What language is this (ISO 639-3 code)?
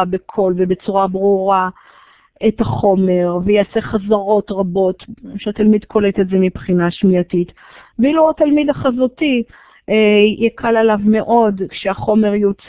heb